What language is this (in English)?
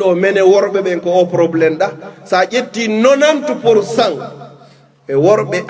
Fula